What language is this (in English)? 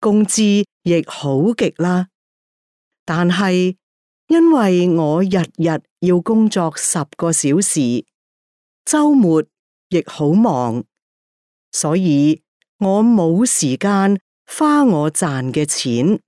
Cantonese